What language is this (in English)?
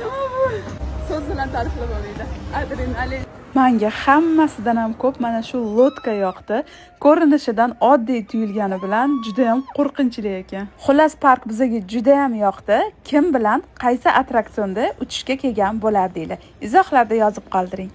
Uzbek